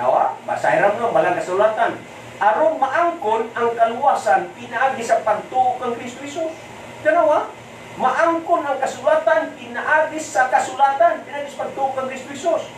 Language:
Cebuano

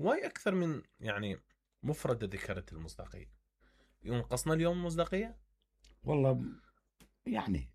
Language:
Mesopotamian Arabic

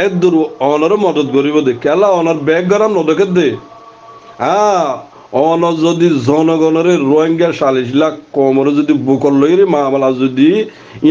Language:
Rohingya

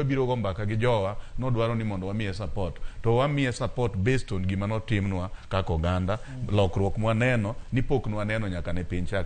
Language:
Luo (Kenya and Tanzania)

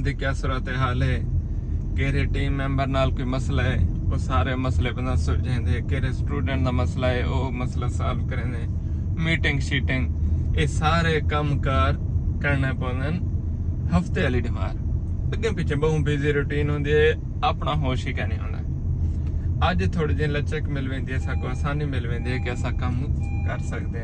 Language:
Saraiki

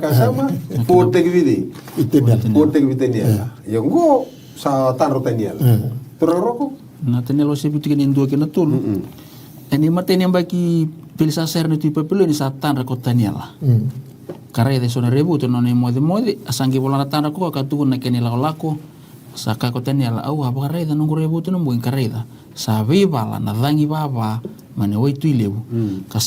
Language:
Fijian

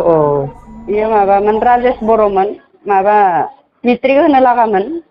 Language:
Bodo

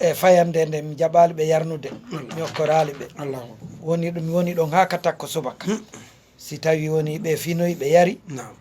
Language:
Fula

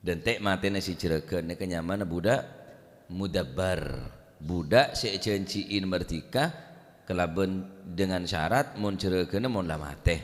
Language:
Madurese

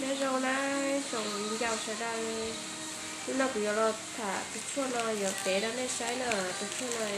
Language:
Hmong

